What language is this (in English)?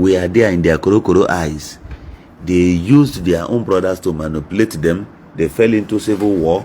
Igbo